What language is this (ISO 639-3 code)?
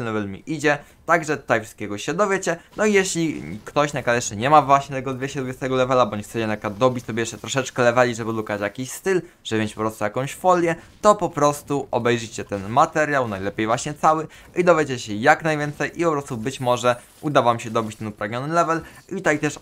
pol